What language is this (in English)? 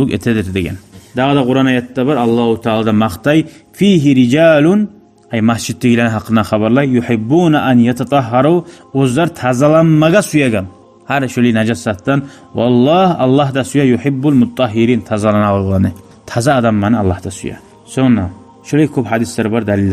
Kumyk